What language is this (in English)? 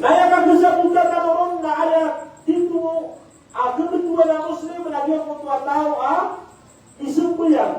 Maranao